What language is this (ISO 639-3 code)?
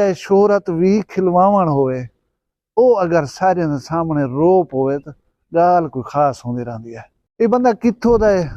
skr